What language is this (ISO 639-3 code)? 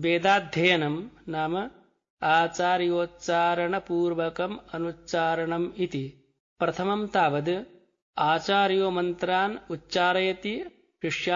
san